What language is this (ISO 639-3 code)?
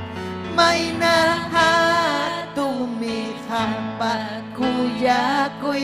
quy